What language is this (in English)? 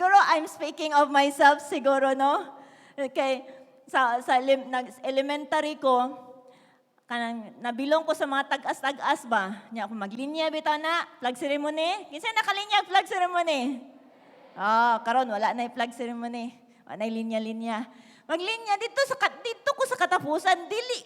Cebuano